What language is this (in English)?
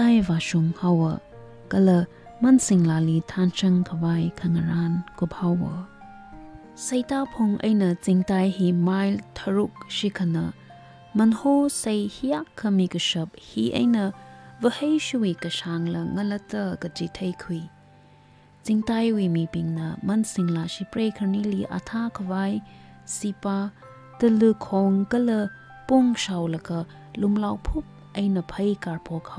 Tangkhul Naga (India)